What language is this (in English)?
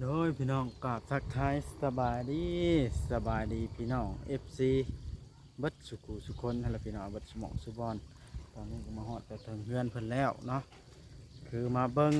Lao